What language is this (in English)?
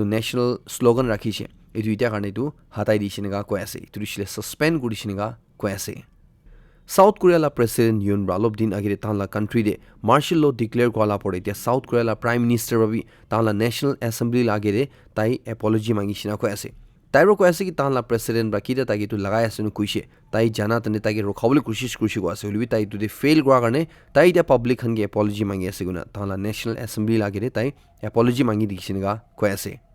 Naga Pidgin